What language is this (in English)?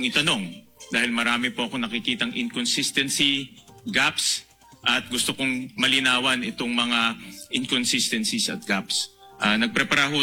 Filipino